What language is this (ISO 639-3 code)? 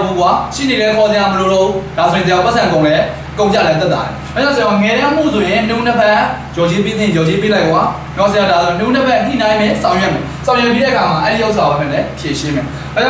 mya